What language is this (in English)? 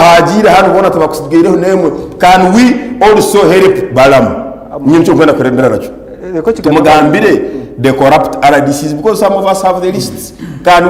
Nyankole